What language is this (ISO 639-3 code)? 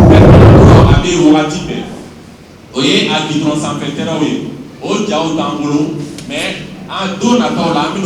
bam